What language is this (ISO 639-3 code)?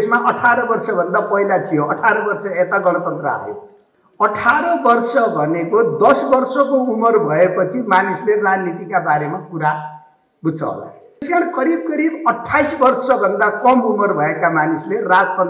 nep